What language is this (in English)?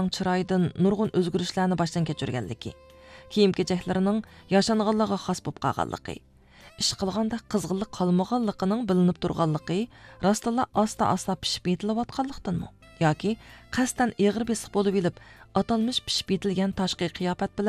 Uyghur